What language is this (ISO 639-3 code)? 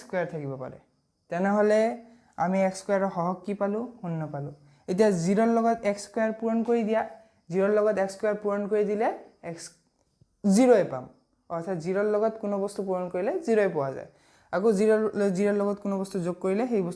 asm